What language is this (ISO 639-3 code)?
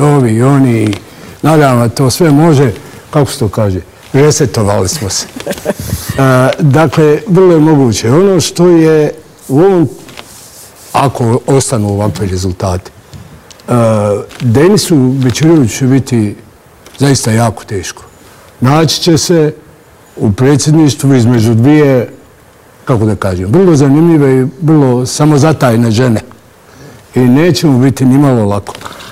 bos